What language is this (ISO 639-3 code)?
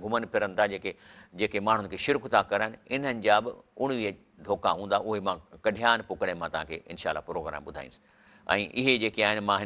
snd